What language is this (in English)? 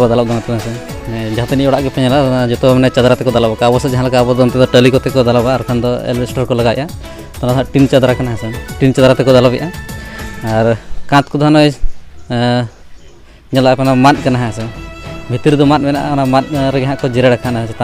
Santali